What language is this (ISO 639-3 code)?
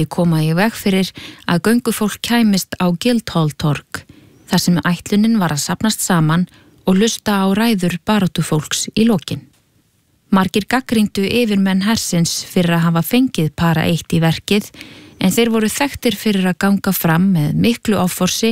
isl